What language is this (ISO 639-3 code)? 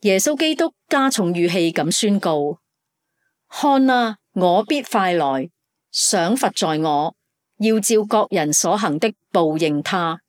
yue